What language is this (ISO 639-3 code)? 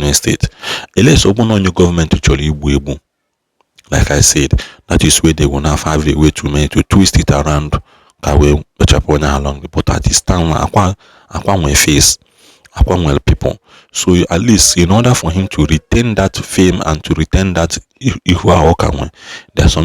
ibo